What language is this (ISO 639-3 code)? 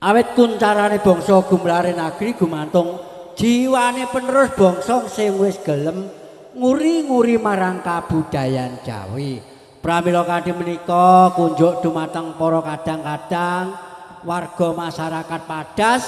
jav